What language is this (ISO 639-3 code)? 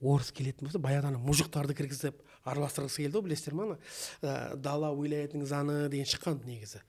kaz